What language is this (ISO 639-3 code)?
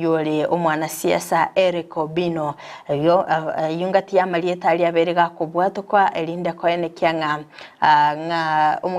guz